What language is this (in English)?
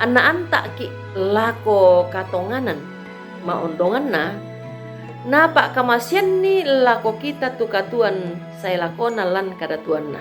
Toraja-Sa'dan